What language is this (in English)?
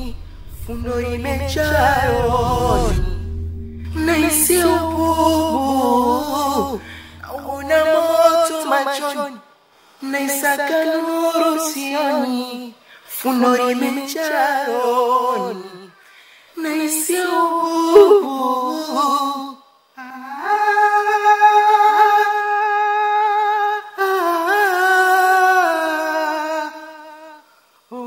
Swahili